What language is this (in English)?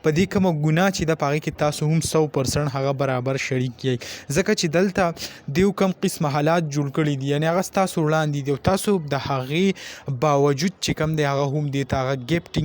Pashto